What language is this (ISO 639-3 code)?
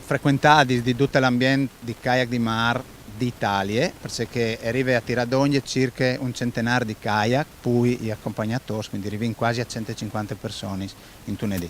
fur